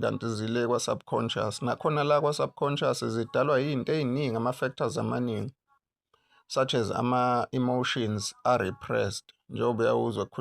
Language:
Zulu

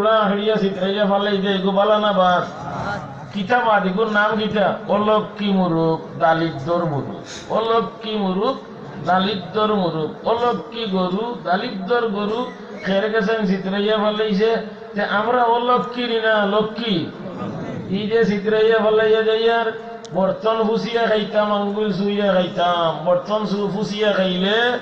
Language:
Sylheti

